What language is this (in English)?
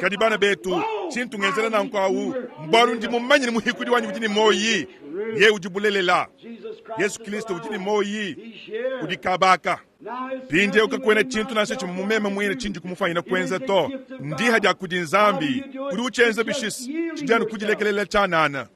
Luba-Lulua